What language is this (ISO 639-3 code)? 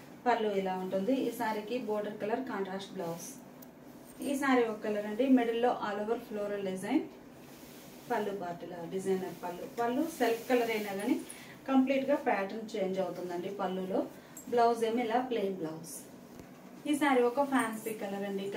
tel